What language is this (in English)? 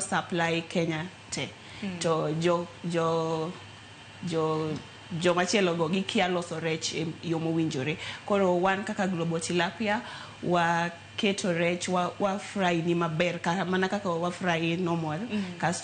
Luo (Kenya and Tanzania)